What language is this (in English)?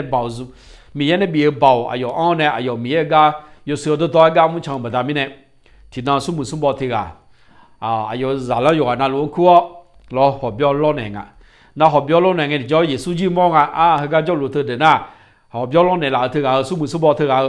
Akha